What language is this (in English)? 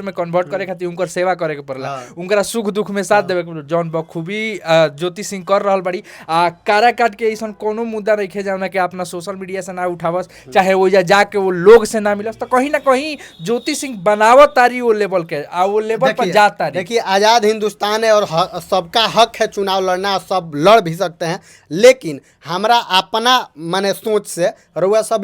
Bhojpuri